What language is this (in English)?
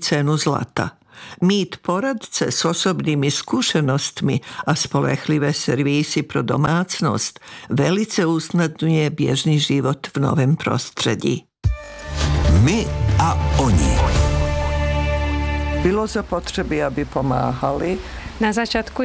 Czech